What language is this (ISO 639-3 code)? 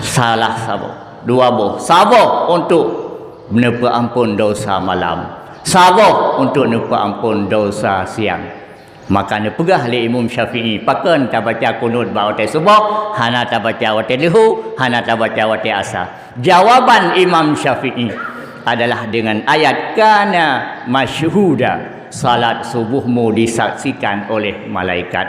ace